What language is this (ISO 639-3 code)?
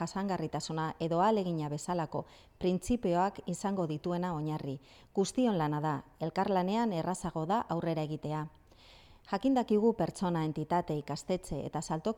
eus